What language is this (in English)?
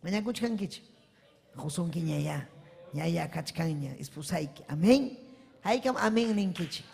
Ayacucho Quechua